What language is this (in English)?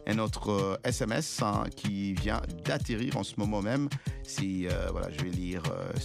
French